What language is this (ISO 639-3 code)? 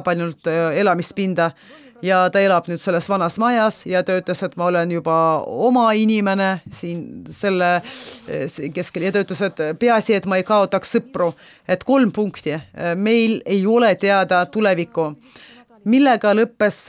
est